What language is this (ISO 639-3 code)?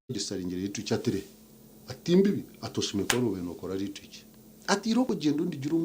nyn